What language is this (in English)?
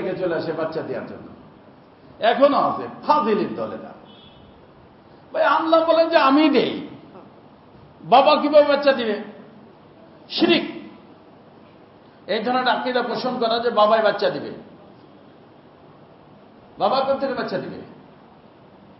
Bangla